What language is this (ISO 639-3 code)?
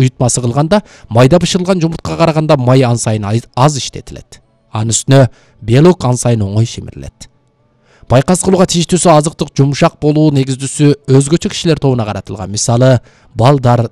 kir